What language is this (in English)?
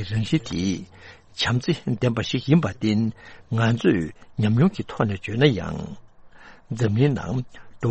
Tibetan